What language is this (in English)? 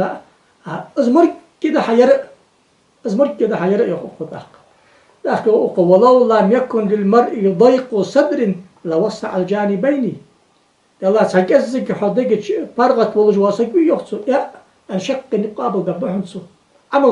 Ingush